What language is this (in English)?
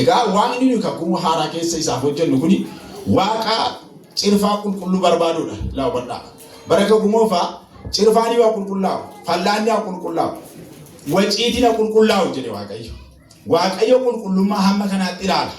Oromo